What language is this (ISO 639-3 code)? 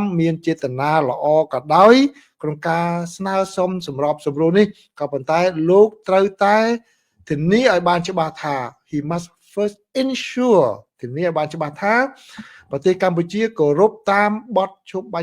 khm